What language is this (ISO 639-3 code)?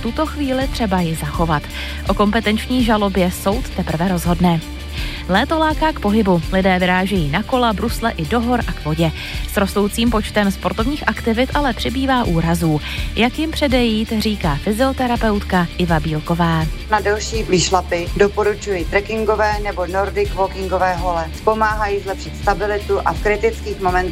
ces